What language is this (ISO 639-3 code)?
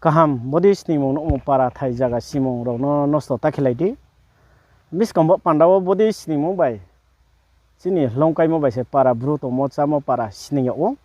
ria